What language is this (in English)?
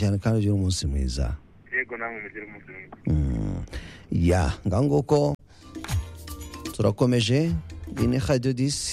Kinyarwanda